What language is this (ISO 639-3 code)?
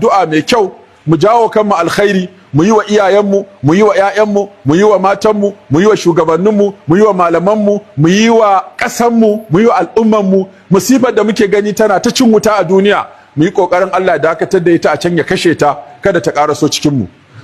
hau